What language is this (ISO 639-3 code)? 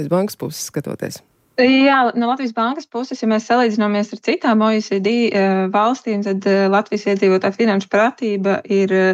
lav